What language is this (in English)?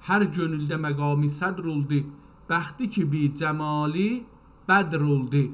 South Azerbaijani